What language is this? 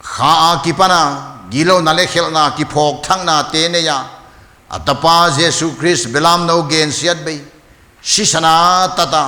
Paite Chin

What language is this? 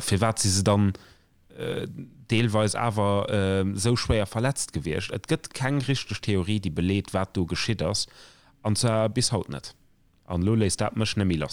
Luxembourgish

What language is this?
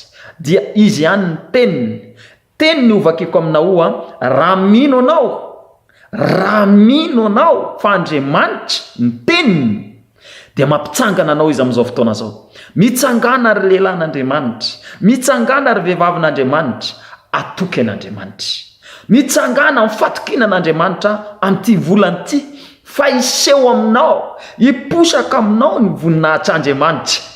Malagasy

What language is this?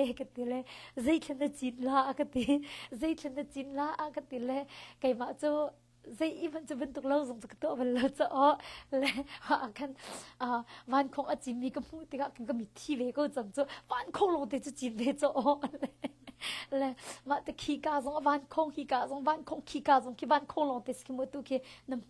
Hakha Chin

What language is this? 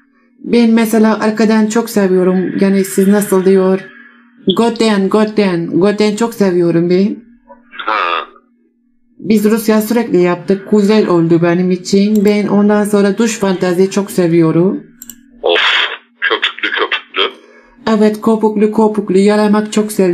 Turkish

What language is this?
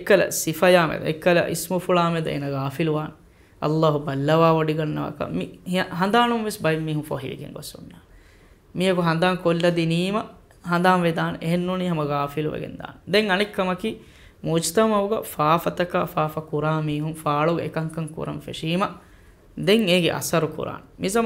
Divehi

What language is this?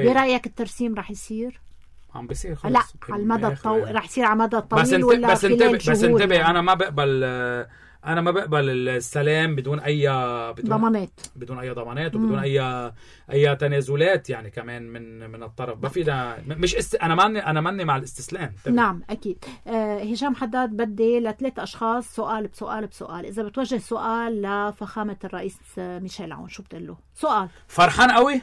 North Levantine Arabic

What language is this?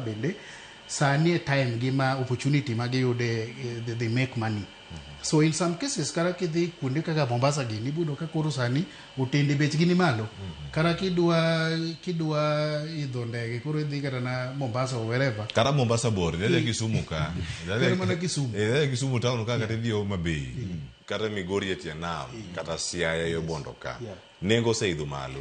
Luo (Kenya and Tanzania)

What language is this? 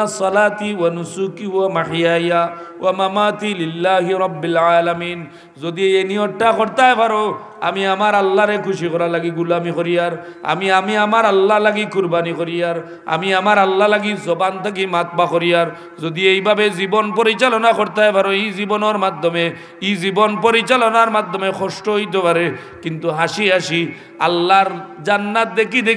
Sylheti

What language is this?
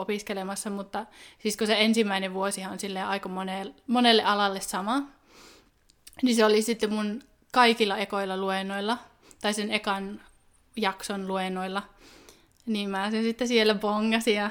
Finnish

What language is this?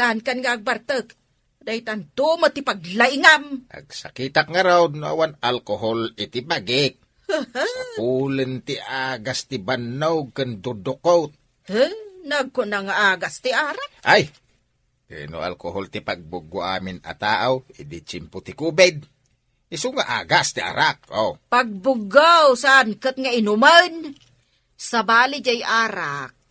Iloko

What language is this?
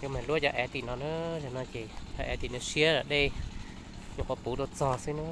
Hmong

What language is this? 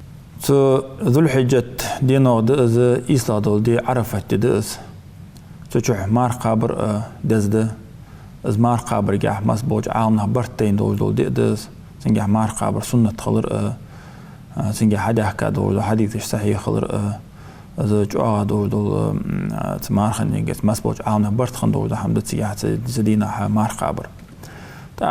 Ingush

